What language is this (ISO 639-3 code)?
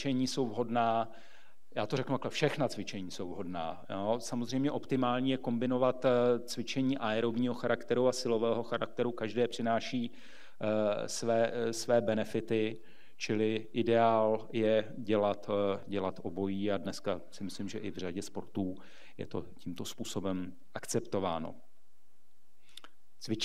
ces